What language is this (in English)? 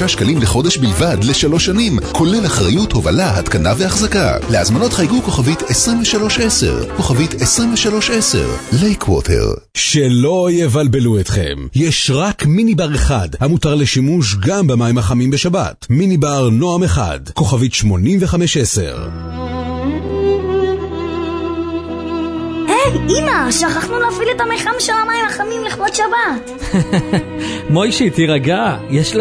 Hebrew